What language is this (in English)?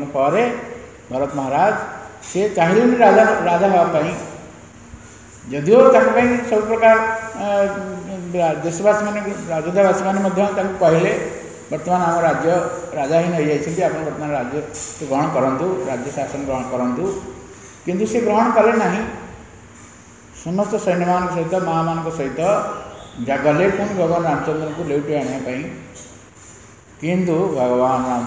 Odia